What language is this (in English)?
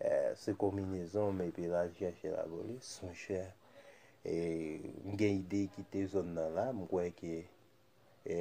Haitian Creole